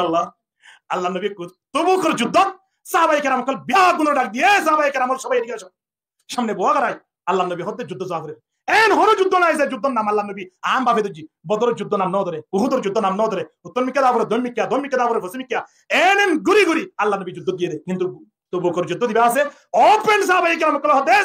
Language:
Rohingya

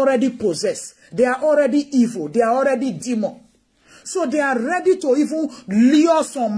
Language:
Nigerian Pidgin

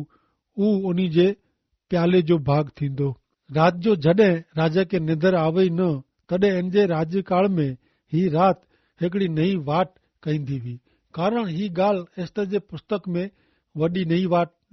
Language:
Kachhi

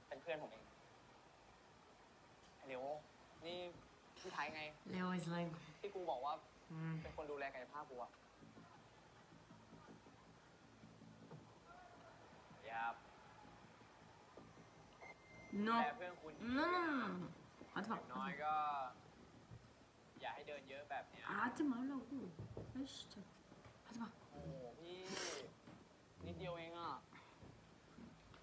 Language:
Thai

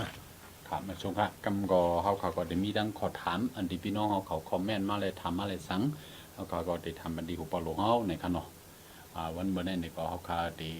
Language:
Shan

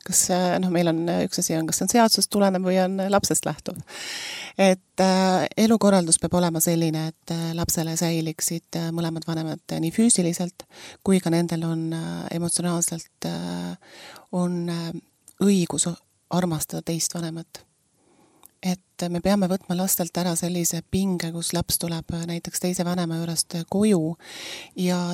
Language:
Estonian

